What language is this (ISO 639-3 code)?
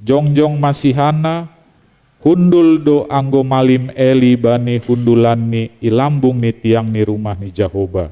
bts